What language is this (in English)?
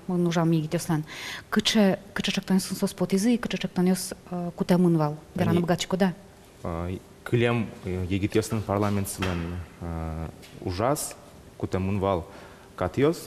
Udmurt